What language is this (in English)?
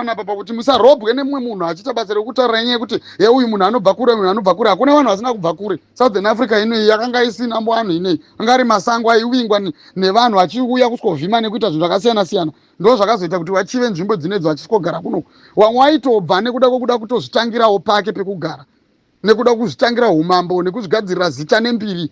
Shona